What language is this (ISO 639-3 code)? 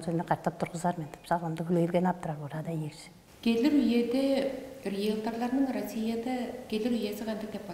tyv